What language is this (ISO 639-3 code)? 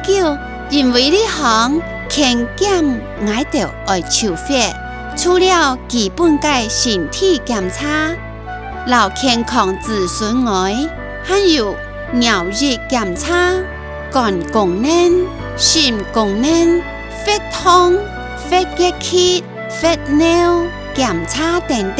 hak